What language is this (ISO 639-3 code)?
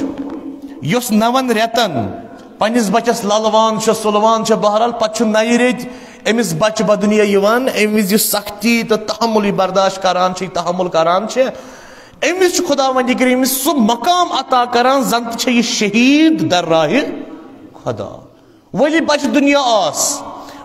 kas